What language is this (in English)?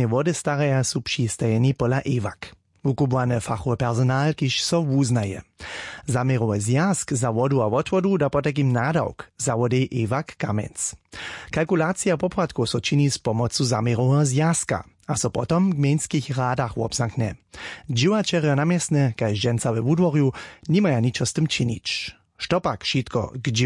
Upper Sorbian